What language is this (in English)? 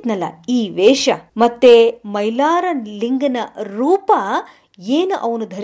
Kannada